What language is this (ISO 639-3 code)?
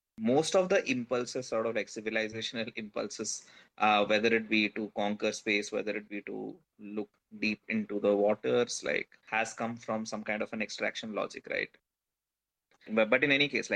eng